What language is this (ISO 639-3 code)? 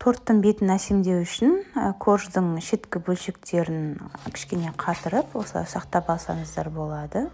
kaz